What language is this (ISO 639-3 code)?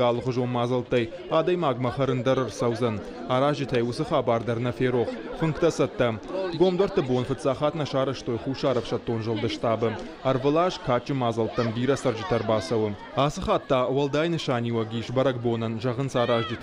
oss